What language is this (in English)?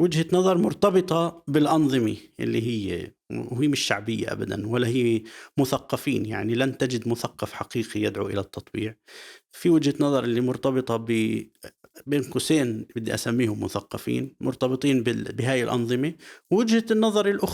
North Levantine Arabic